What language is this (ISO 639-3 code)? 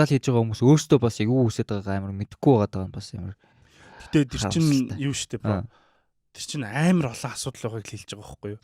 mon